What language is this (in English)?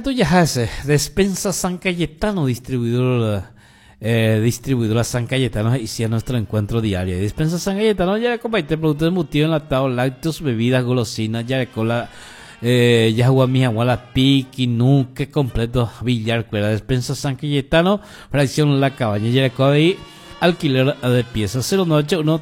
Guarani